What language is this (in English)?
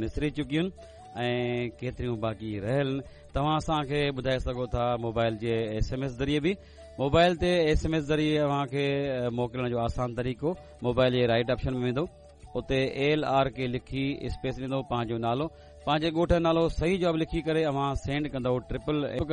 Sindhi